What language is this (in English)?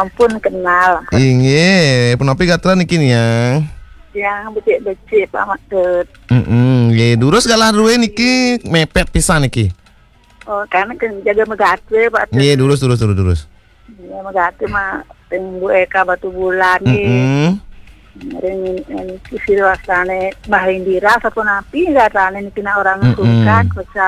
Balinese